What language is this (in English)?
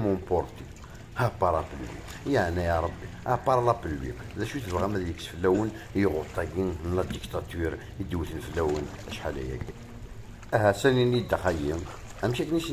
Kabyle